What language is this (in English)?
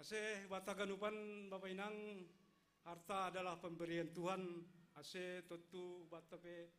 Batak Simalungun